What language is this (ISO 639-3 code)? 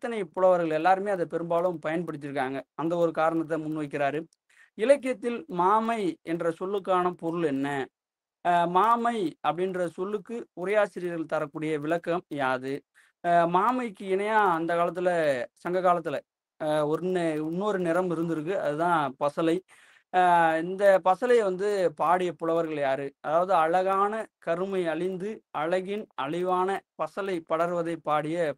tam